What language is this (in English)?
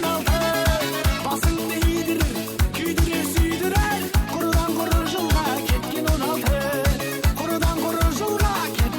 Kara-Kalpak